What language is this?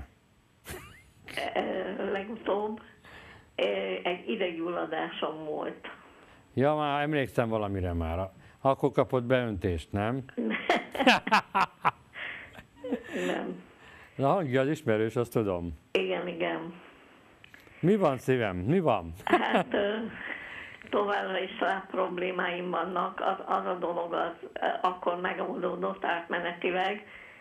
Hungarian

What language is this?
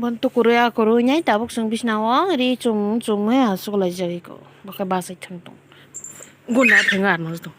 Kok Borok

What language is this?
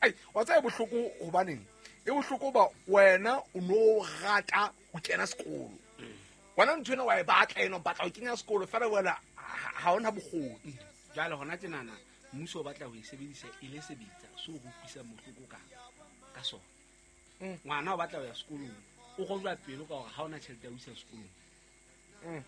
Southern Sotho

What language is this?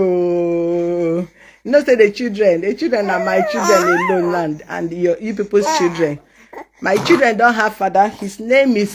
Nigerian Pidgin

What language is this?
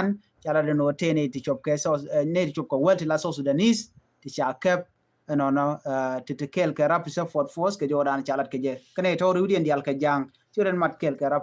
Nuer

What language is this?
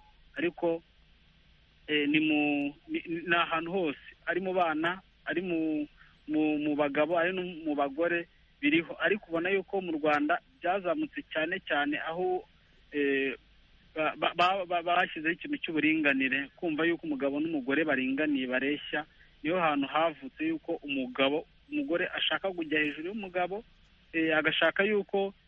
Kinyarwanda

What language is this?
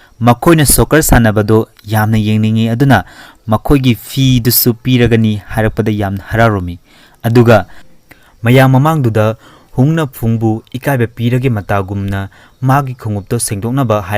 Manipuri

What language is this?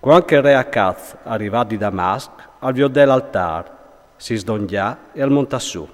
Friulian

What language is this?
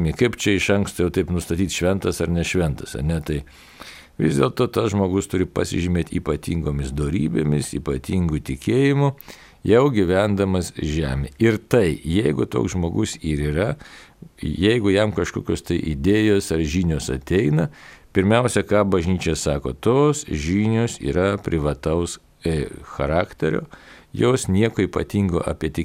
Lithuanian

